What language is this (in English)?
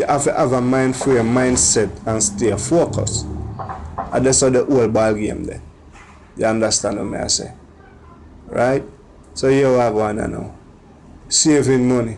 Jamaican Creole English